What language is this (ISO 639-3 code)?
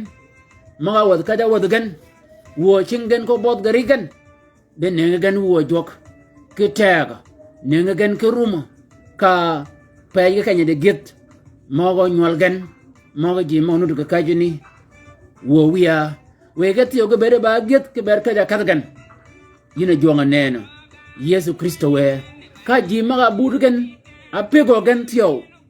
shk